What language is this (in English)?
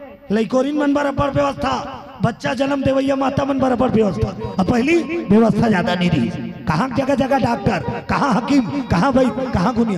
Chhattisgarhi